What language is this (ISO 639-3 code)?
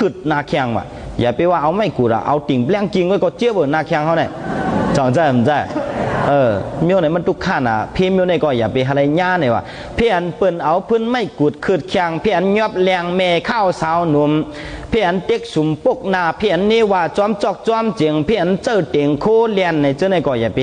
shn